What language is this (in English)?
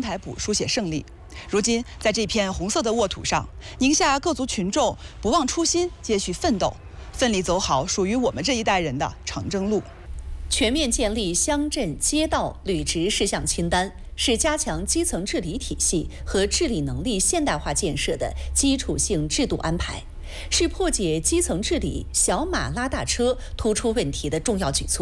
Chinese